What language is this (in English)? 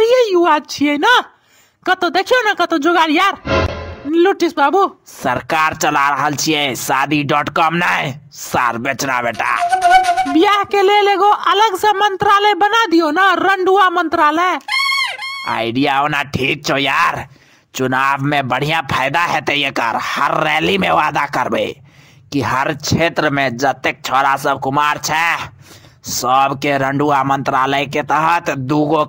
Maithili